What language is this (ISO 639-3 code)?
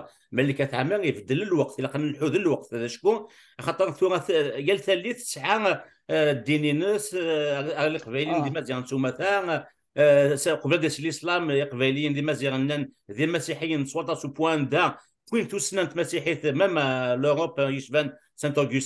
kab